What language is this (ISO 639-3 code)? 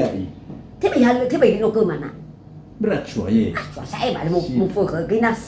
nia